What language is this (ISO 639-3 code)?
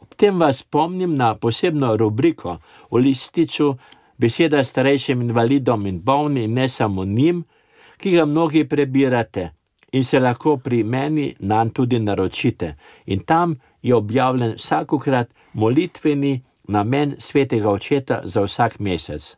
slv